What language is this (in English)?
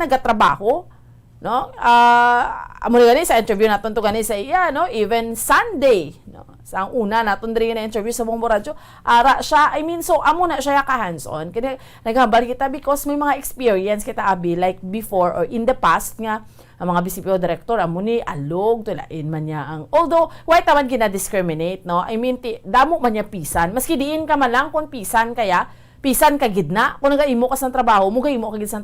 Hiligaynon